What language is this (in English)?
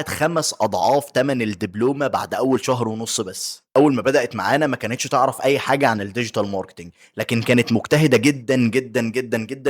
Egyptian Arabic